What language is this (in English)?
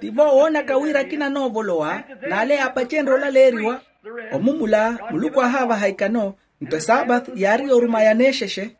Makhuwa